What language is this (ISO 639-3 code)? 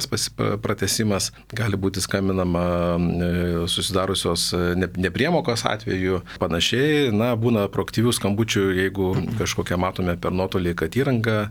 lit